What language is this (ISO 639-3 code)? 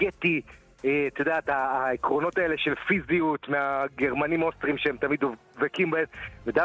heb